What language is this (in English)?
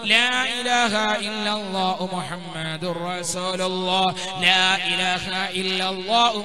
Malayalam